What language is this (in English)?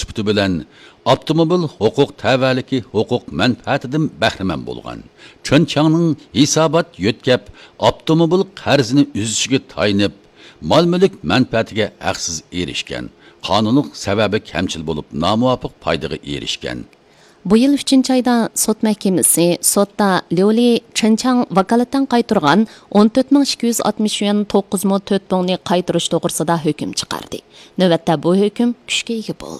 Uyghur